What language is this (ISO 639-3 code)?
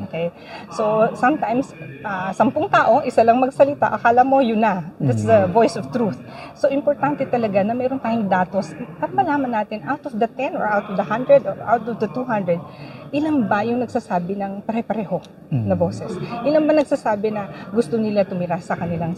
fil